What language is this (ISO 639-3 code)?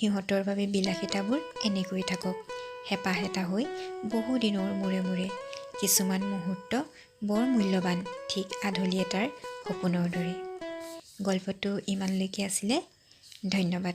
asm